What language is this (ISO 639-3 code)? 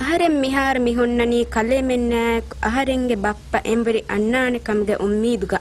div